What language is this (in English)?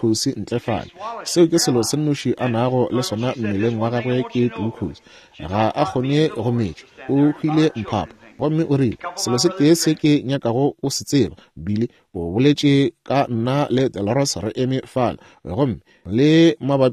Northern Sotho